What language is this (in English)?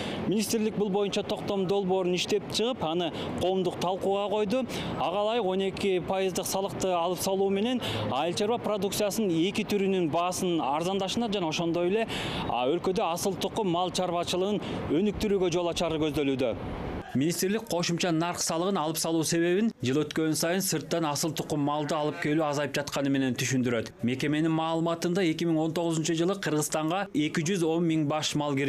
Kyrgyz